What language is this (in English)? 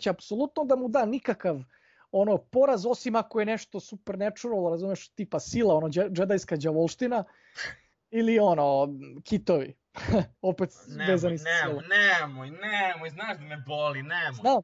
Serbian